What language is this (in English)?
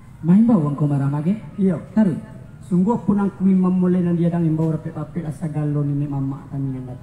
Minangkabau